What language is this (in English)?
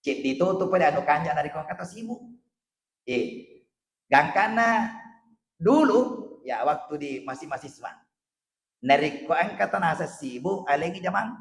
Buginese